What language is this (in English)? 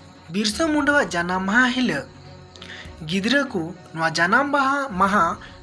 Santali